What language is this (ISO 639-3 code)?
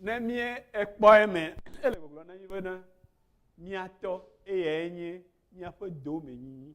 ewe